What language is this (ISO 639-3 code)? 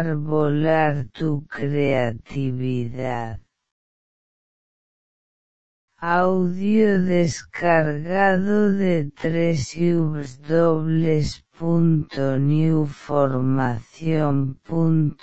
spa